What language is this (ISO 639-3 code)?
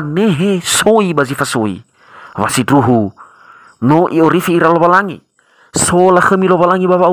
nia